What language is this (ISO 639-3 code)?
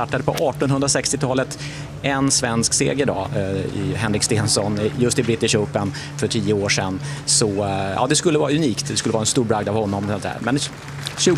swe